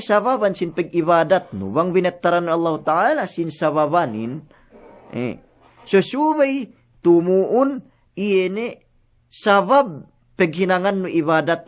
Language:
Yakan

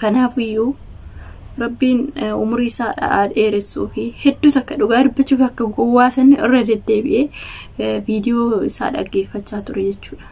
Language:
Oromo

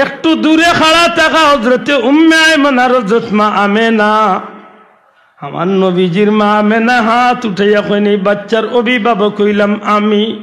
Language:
Sylheti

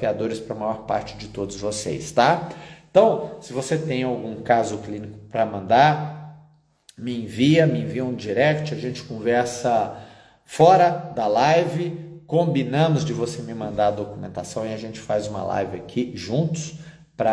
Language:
Portuguese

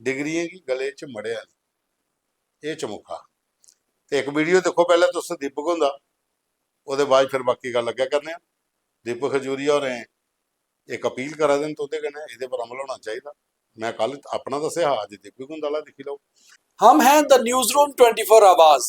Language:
Dogri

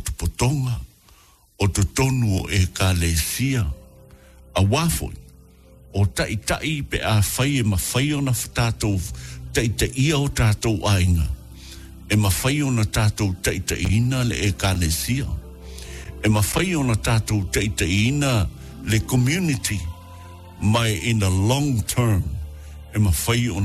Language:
Samoan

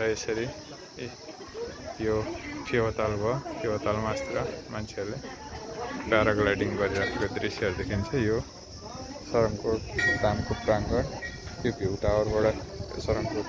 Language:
Nepali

